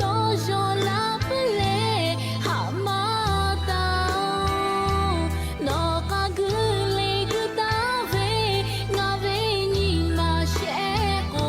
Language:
Lahu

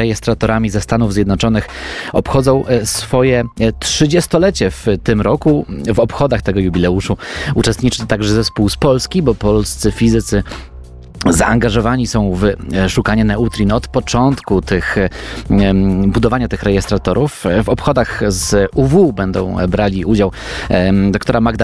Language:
Polish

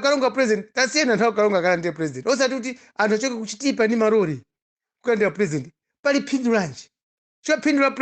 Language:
Nyanja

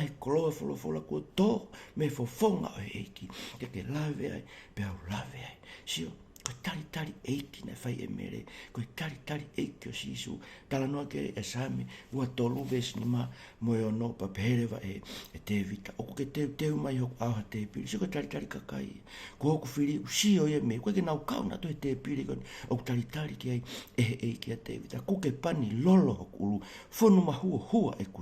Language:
Tongan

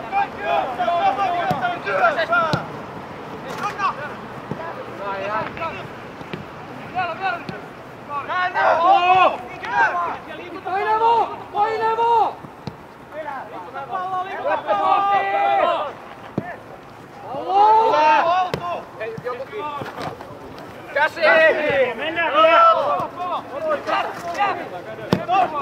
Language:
Finnish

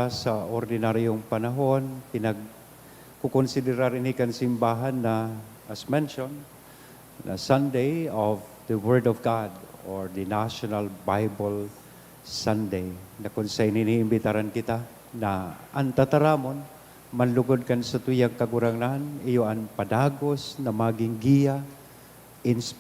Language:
Bikol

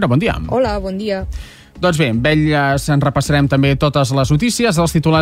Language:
Catalan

